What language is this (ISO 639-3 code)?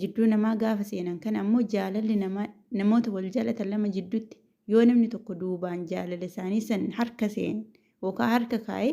orm